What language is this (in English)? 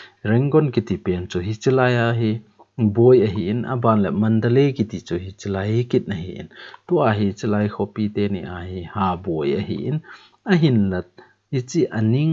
Thado Chin